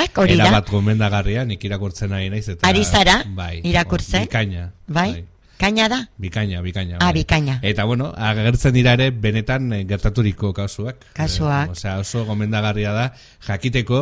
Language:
Basque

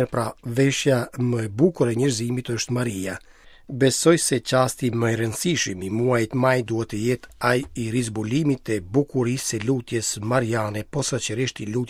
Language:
Albanian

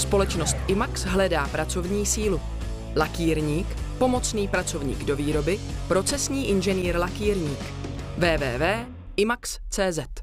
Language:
Czech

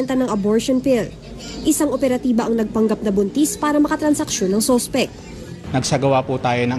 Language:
Filipino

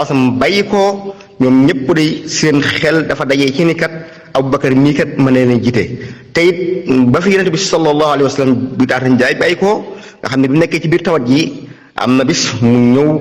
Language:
Wolof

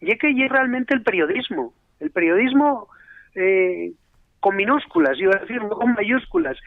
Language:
Asturian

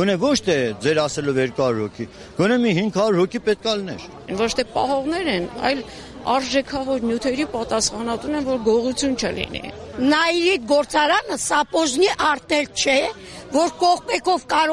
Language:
Armenian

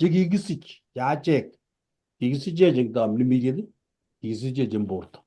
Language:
Kalenjin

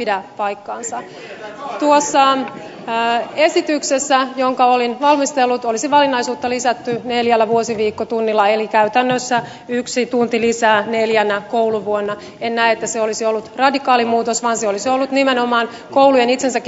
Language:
Finnish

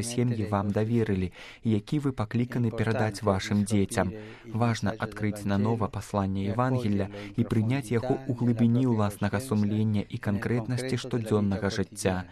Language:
Belarusian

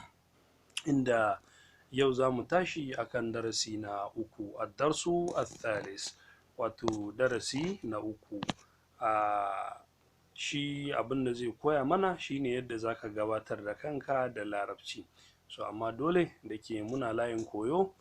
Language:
Hausa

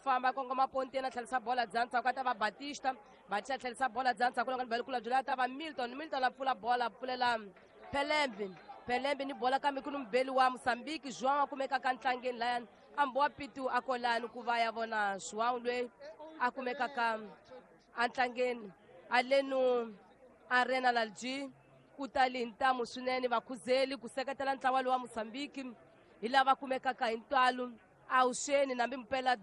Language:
Tsonga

